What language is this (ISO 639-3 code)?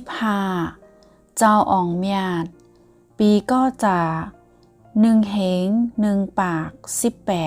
shn